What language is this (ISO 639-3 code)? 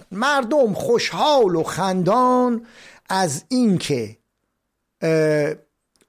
fas